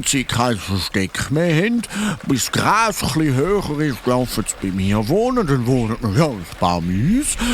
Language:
Swiss German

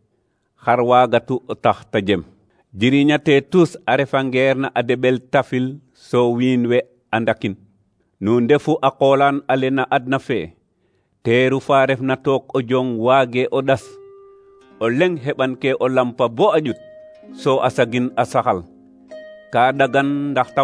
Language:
Serer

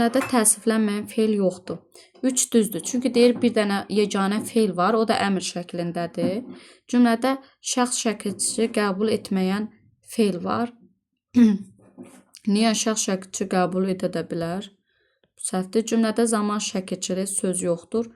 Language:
Azerbaijani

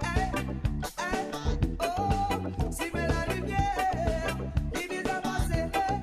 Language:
Morisyen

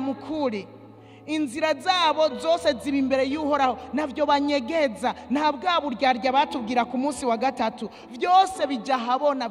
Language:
Rundi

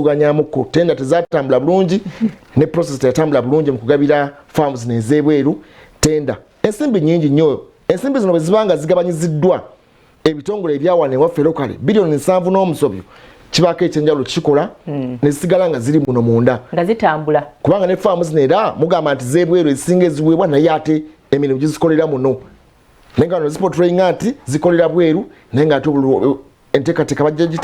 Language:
Ganda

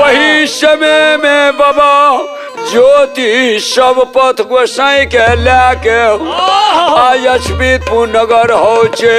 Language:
Maithili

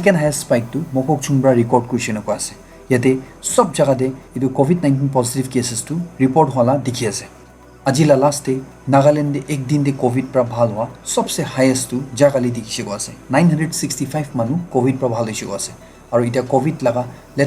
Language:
Naga Pidgin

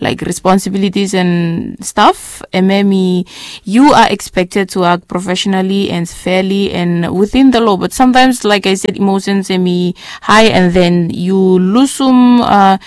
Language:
Bislama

